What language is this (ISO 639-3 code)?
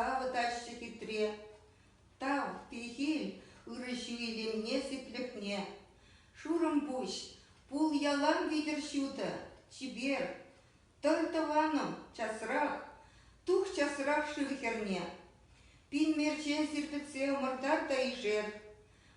chv